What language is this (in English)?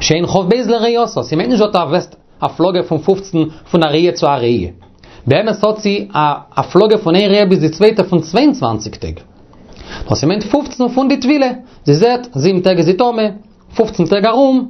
Yiddish